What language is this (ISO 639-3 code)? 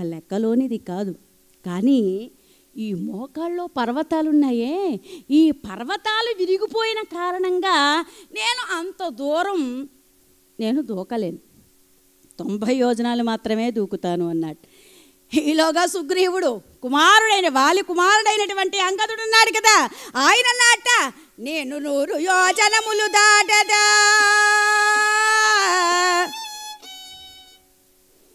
tel